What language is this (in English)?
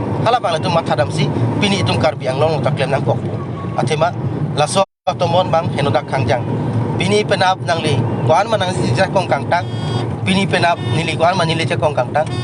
Karbi